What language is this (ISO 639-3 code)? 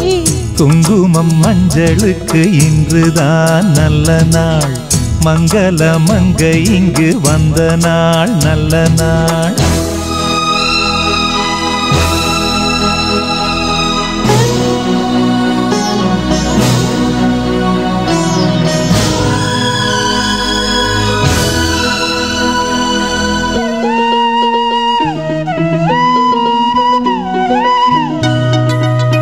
tam